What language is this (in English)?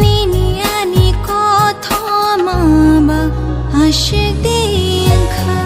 Kok Borok